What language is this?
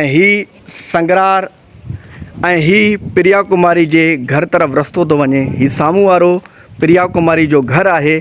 Sindhi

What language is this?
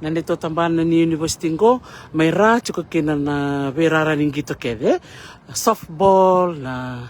Fijian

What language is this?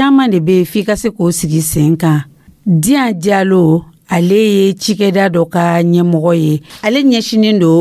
Dyula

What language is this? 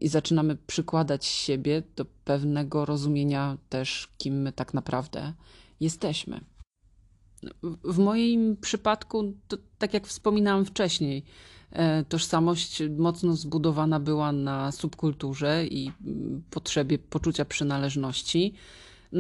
Polish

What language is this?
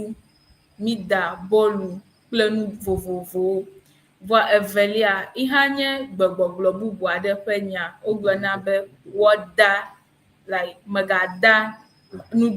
Ewe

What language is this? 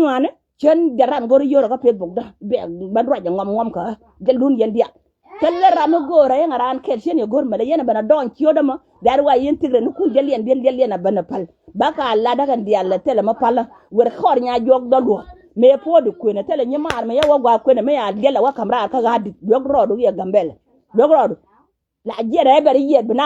Nuer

